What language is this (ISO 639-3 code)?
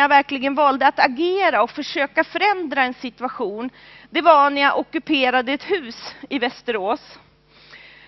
swe